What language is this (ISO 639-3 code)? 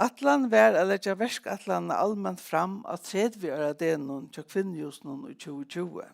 fao